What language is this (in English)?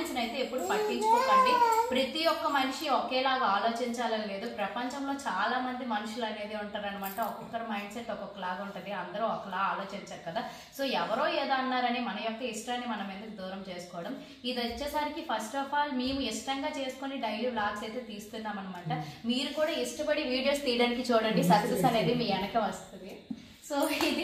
Telugu